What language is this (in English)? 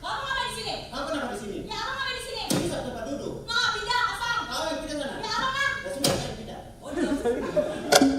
Betawi